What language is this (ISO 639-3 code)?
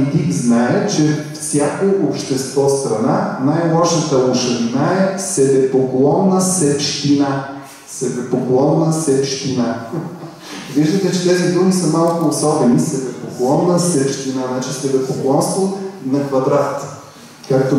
bul